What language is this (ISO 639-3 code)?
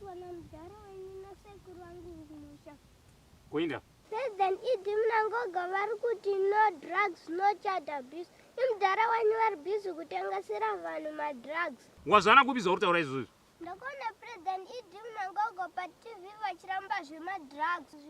sna